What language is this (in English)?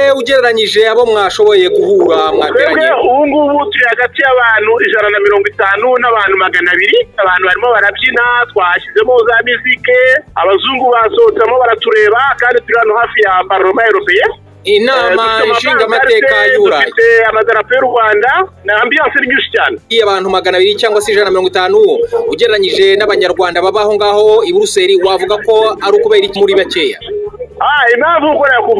Kinyarwanda